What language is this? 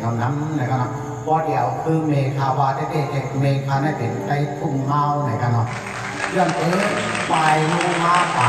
Shan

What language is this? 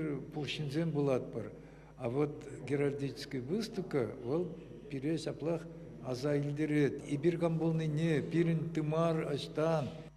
Chuvash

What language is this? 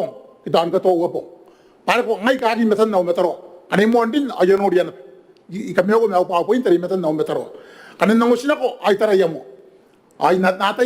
Gilbertese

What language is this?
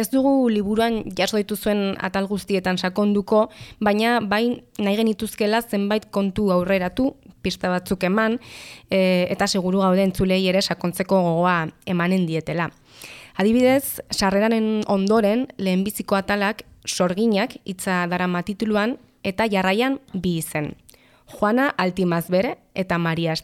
Basque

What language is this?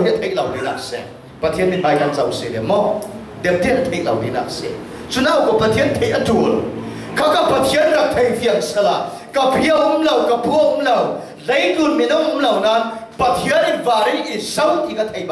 Falam Chin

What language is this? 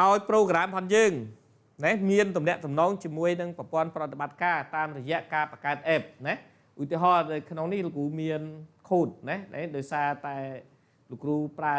Khmer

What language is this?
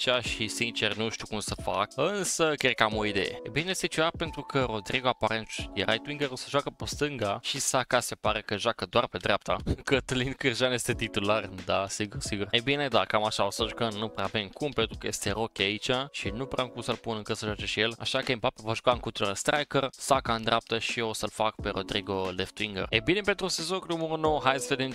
Romanian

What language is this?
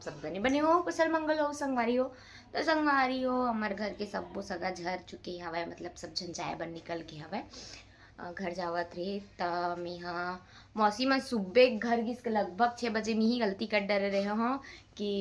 Chhattisgarhi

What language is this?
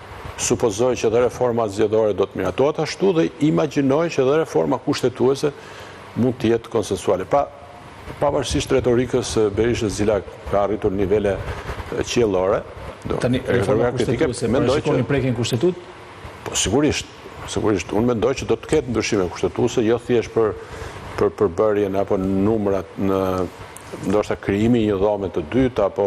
Albanian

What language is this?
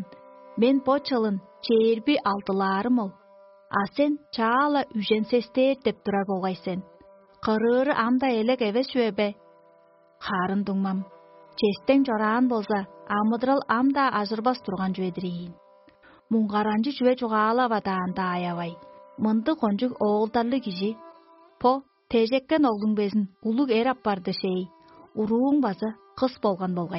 Tuvinian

